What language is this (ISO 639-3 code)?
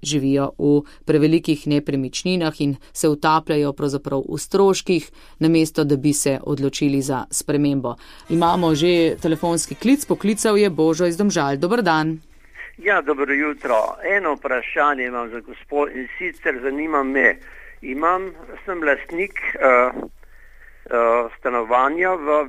slv